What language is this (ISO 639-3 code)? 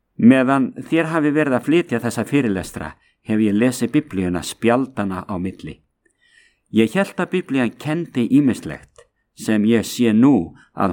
isl